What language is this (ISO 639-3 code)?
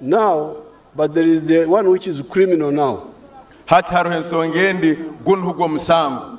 nyn